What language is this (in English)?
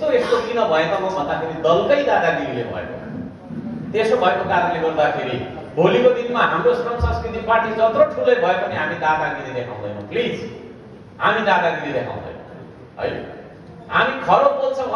Nepali